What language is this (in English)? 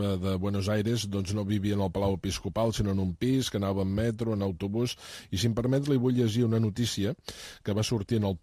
Catalan